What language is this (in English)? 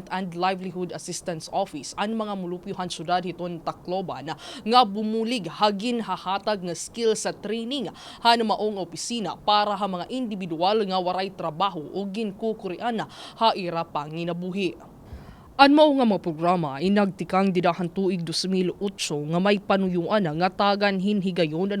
Waray